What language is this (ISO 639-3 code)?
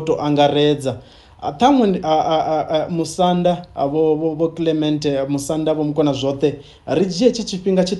ven